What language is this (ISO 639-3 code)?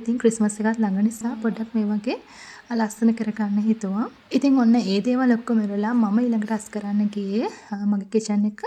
sin